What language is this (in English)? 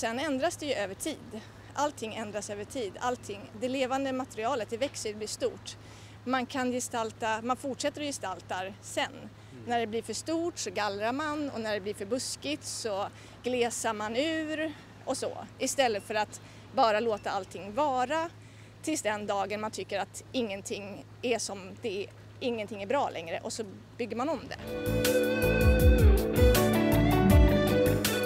Swedish